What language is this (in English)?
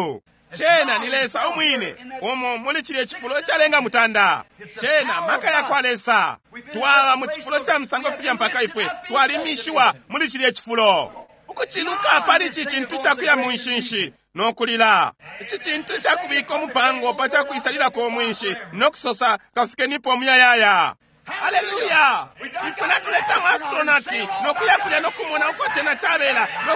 Bemba